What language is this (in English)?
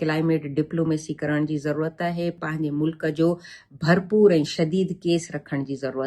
Sindhi